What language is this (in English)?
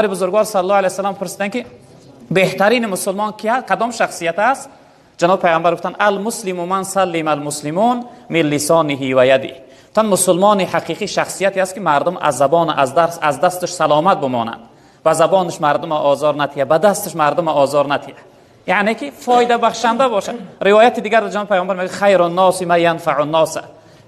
Tajik